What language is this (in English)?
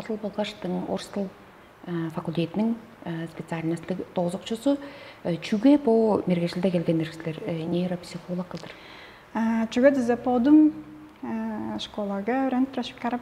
Tuvinian